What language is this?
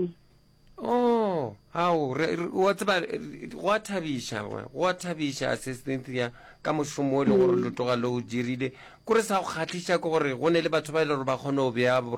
Northern Sotho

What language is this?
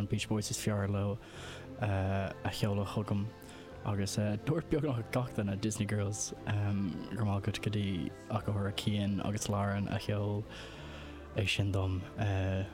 Irish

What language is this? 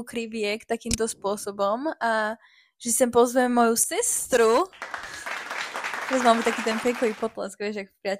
Slovak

